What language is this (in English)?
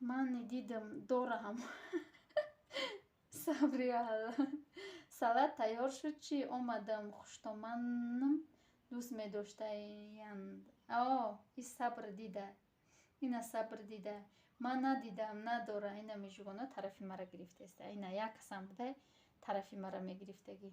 Tajik